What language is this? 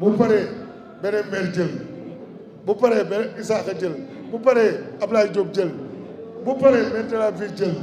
Wolof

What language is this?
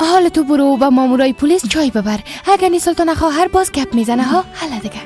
Persian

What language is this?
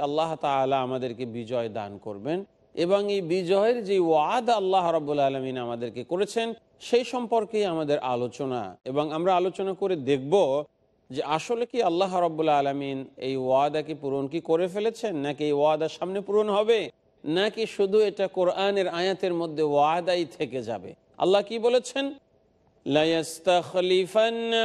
Bangla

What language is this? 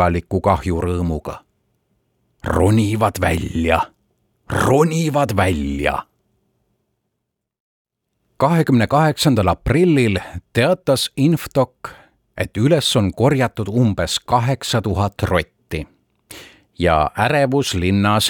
Estonian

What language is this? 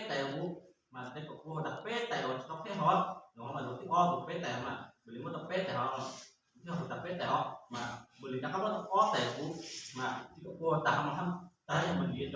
Hmong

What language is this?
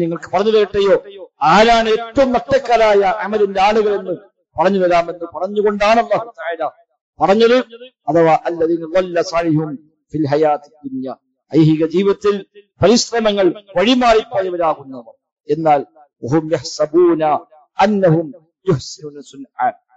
Malayalam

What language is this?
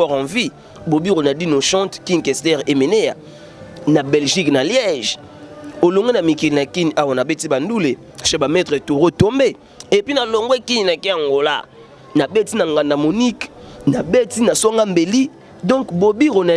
Lingala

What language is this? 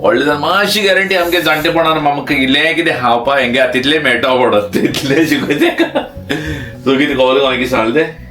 Konkani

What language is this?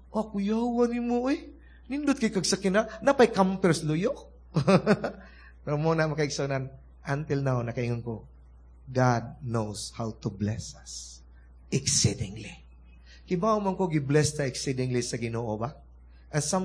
Cebuano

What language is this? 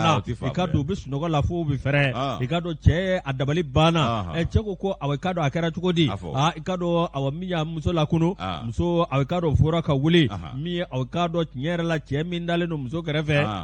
Bambara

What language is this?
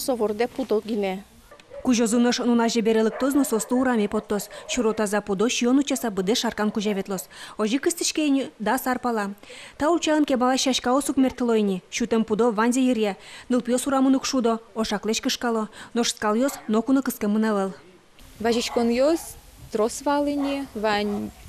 Udmurt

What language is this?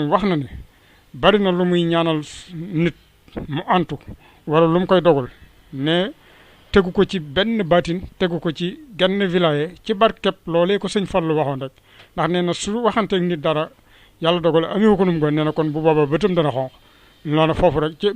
Wolof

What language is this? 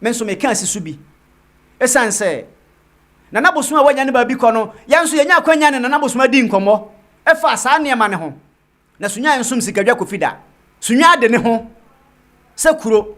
Akan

